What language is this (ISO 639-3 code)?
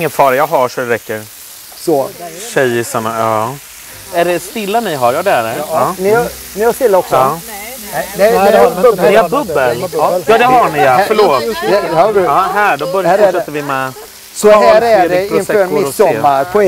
swe